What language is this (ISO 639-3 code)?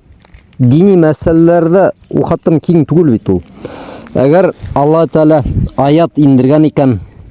bak